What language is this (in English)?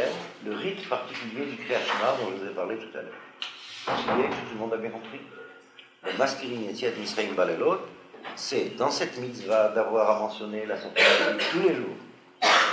French